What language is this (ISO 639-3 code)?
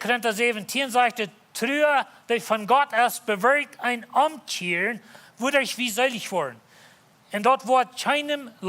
pdt